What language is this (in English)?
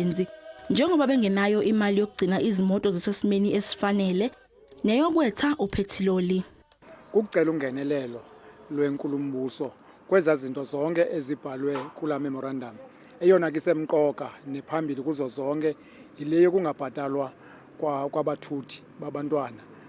Zulu